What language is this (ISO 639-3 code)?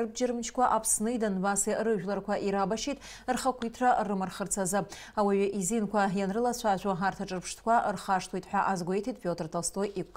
abk